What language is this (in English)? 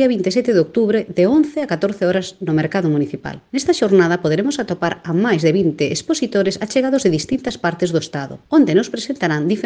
Galician